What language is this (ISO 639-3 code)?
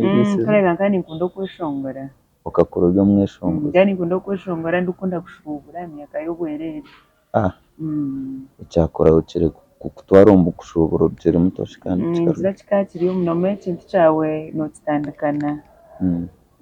nyn